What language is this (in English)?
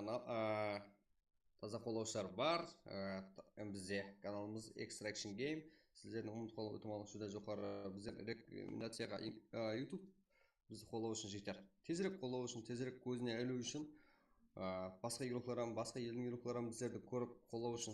Kara-Kalpak